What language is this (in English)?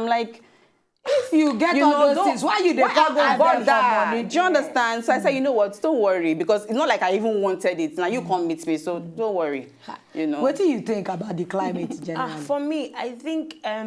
Nigerian Pidgin